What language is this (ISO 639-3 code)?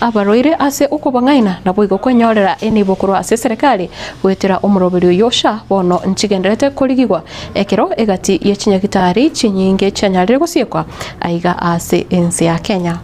guz